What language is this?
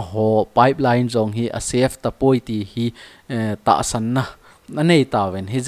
Thado Chin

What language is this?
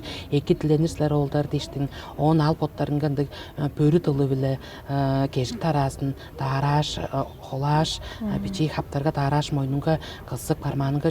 Tuvinian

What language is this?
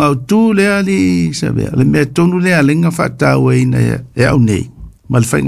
Samoan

